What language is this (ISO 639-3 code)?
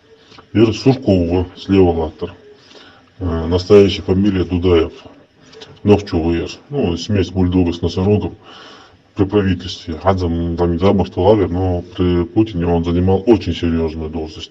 inh